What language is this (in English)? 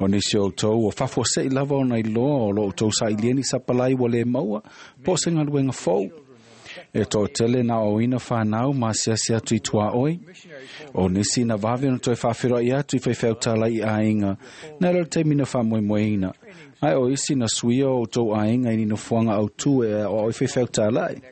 Samoan